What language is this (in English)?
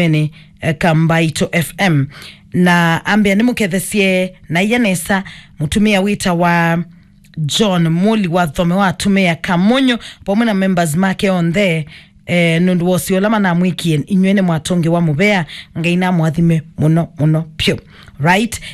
Kamba